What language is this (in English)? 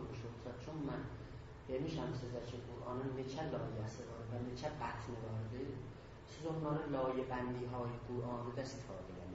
South Azerbaijani